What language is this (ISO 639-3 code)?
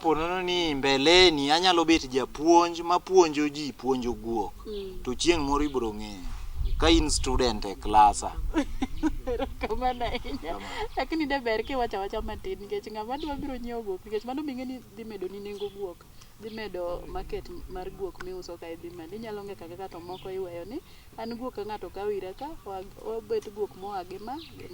luo